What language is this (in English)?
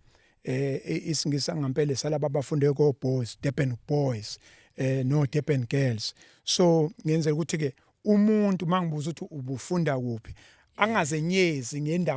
Zulu